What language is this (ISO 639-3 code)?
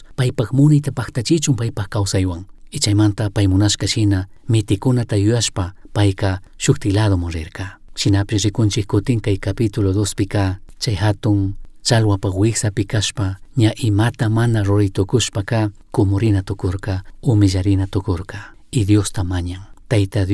qug